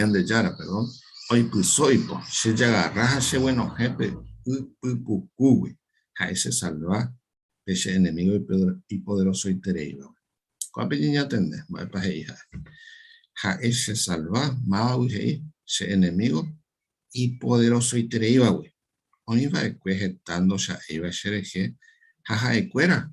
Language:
Guarani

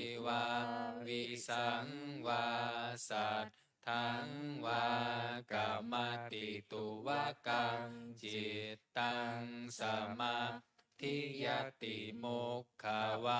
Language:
Pali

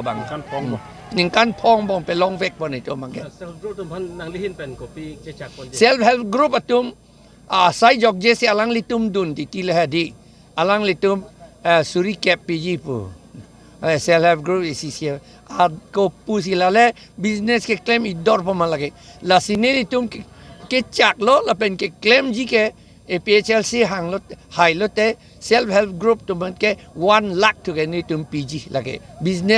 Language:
Karbi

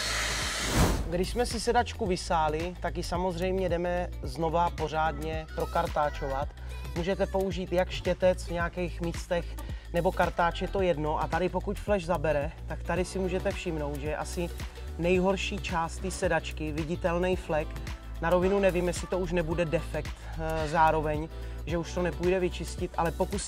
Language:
Czech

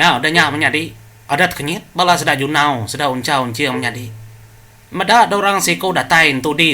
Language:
Iban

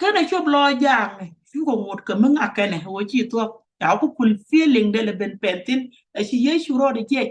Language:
Nuer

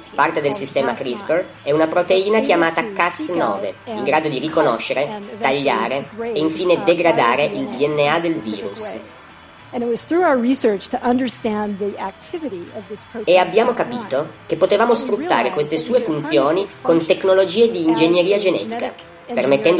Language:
Italian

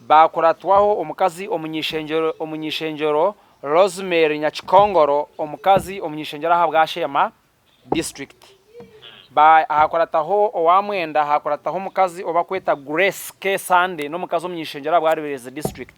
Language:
Nyankole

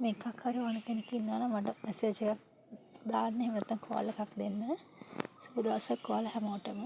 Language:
Sinhala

